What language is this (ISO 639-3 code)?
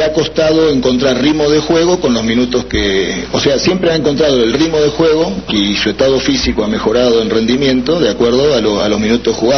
spa